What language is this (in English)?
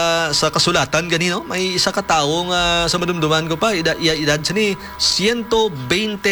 Hiligaynon